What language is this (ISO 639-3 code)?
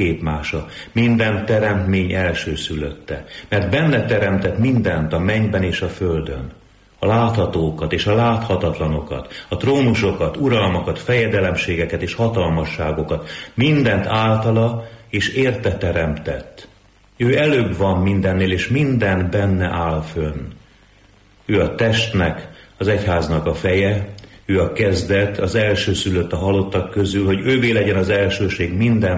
hun